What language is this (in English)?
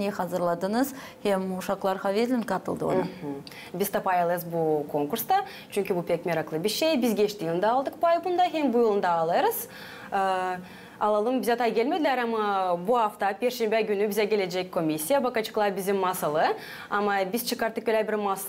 Gagauz